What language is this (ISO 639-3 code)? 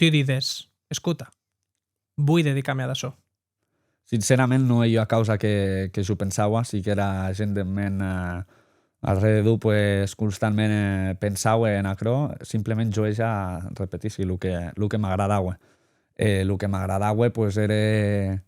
oci